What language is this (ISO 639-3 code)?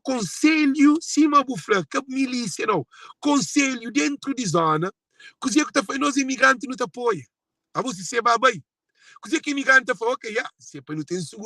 kea